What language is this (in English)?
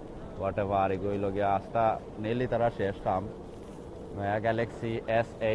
Sylheti